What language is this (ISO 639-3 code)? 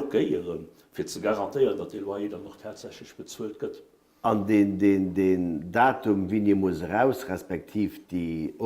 ltz